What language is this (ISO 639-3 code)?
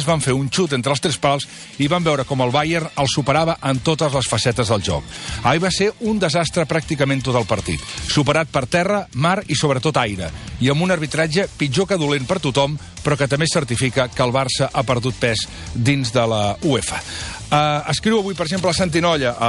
cat